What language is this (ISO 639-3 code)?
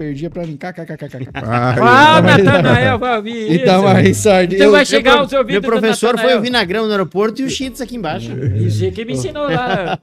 por